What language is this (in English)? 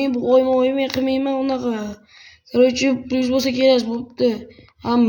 Uzbek